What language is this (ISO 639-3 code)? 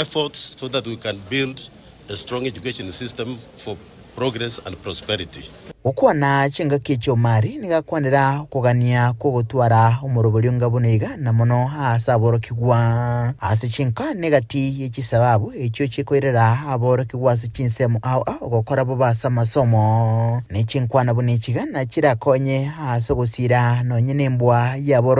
guz